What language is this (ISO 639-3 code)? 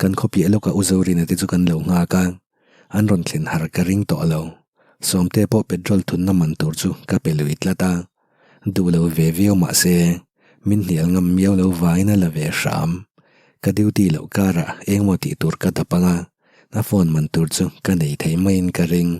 lus